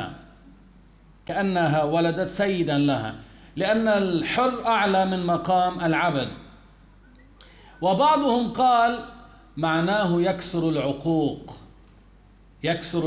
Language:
Arabic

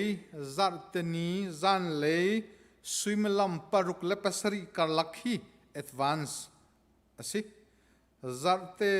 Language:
Hakha Chin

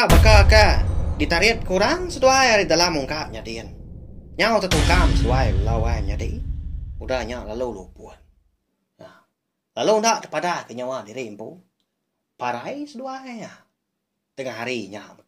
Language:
Iban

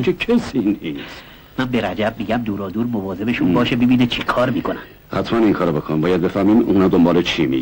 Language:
Persian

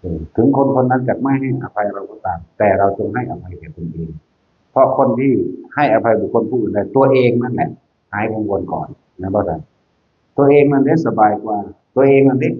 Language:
Northeastern Thai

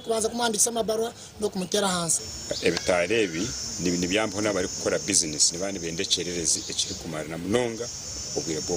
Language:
Nyankole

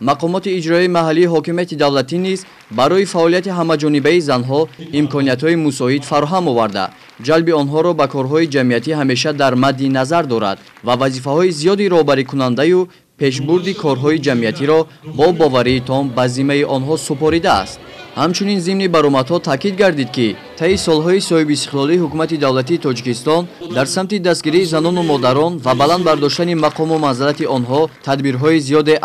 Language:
Tajik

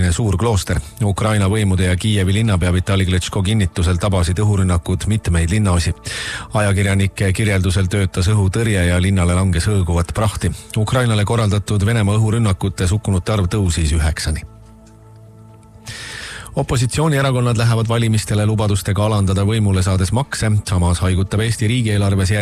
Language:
Estonian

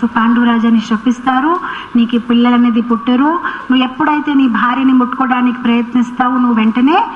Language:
Telugu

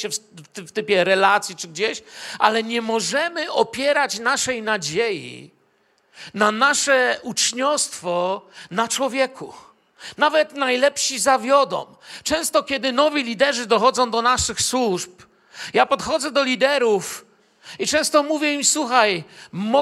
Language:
Polish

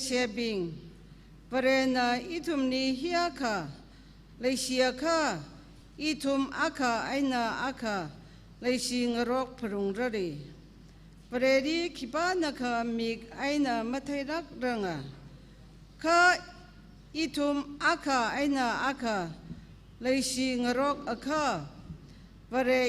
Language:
Tangkhul Naga (India)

